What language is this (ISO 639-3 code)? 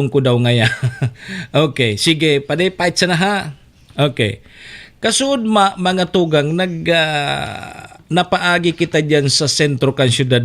bik